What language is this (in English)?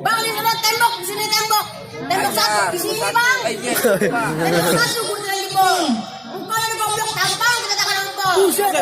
Betawi